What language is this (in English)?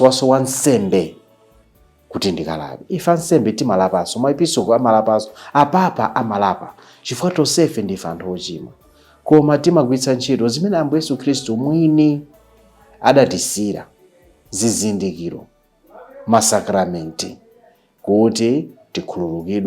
Nyanja